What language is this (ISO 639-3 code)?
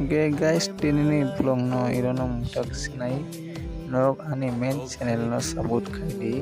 trp